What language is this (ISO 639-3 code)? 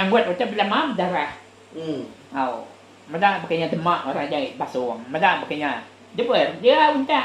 iba